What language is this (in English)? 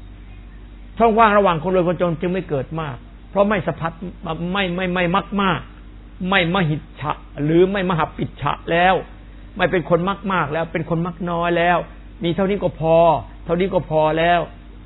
Thai